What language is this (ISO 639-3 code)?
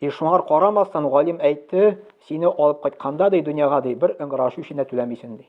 tat